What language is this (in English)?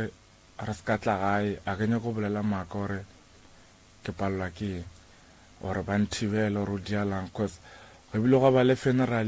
Northern Sotho